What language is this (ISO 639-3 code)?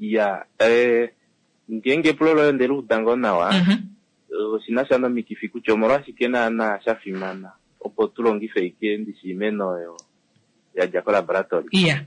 kua